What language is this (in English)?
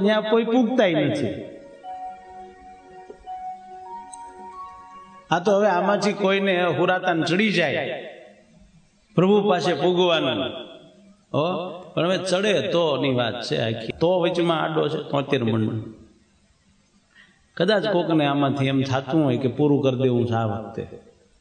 Gujarati